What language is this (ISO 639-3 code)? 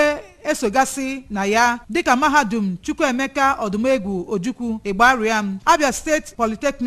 ibo